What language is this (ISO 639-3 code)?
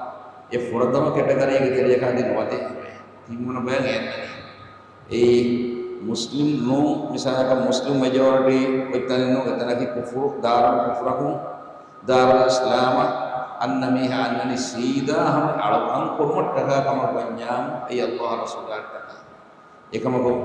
div